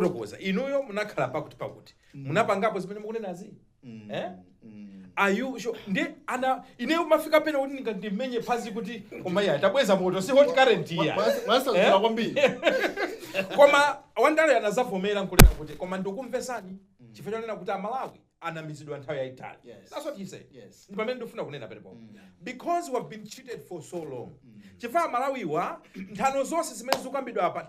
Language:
Nyanja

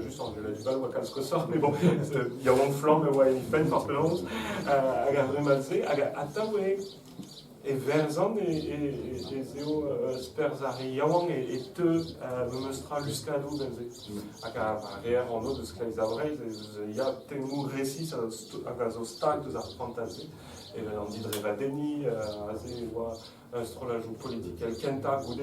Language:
Breton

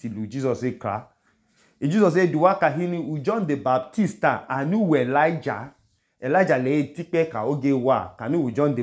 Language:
Idoma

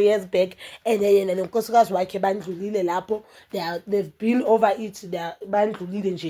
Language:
Zulu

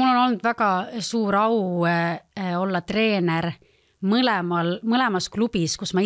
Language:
Estonian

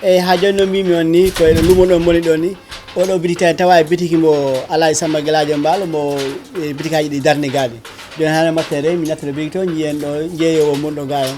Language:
Fula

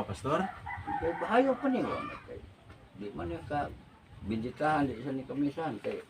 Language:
Cebuano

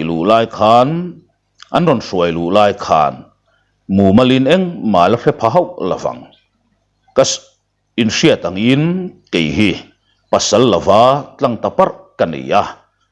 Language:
Mizo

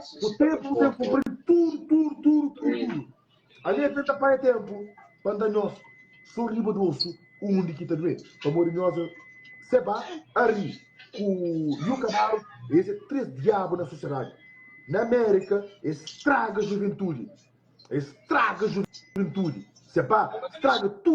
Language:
Kabuverdianu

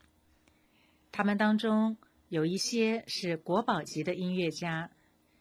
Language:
Chinese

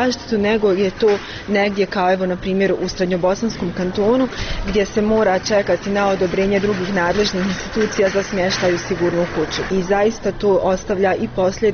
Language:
Bosnian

